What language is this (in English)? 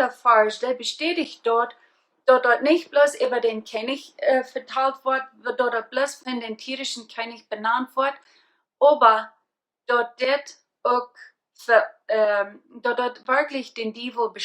Plautdietsch